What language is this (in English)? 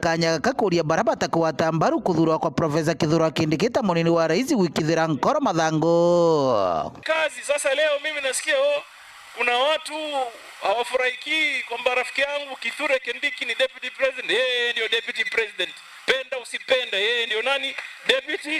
Meru